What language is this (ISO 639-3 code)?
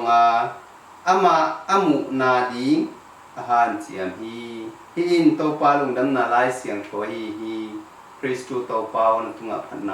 ctd